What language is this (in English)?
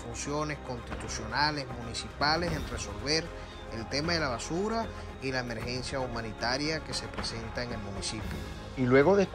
Spanish